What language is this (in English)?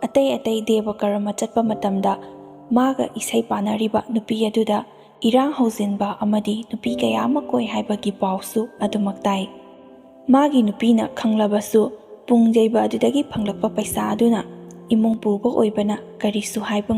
Manipuri